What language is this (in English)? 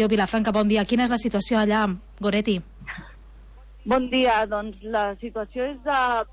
Catalan